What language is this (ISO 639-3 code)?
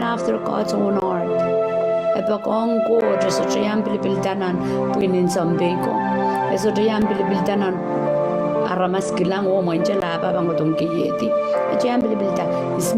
pon